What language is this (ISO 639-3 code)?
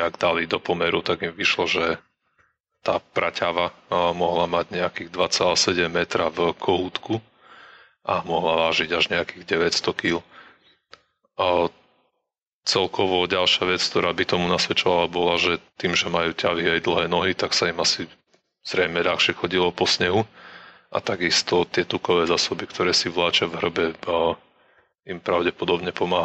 slk